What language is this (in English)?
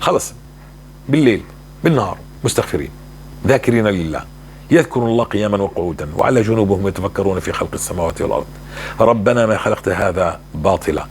North Levantine Arabic